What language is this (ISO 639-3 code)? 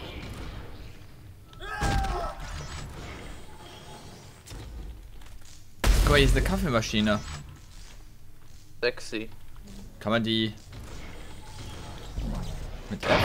deu